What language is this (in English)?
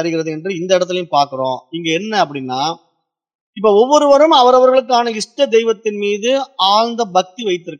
Tamil